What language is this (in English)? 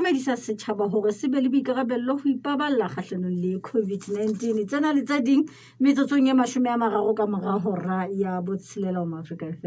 Southern Sotho